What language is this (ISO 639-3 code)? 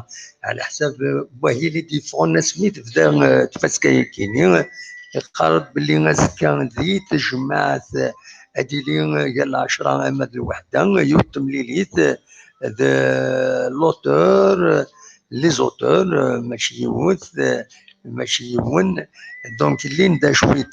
kab